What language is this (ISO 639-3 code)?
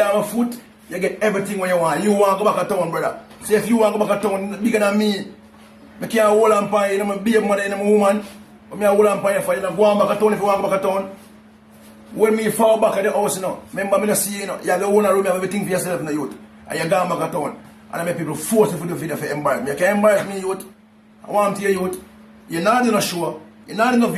jam